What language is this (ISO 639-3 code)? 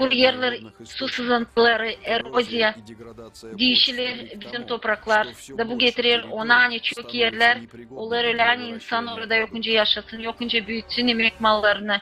gag